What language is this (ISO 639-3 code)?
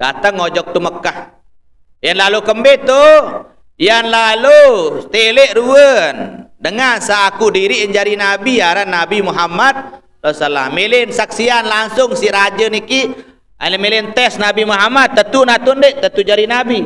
sas